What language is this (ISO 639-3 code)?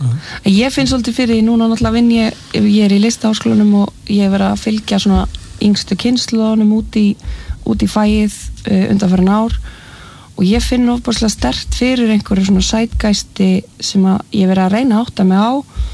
isl